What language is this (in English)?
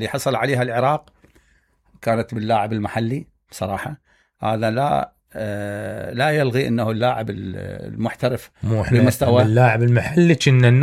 Mesopotamian Arabic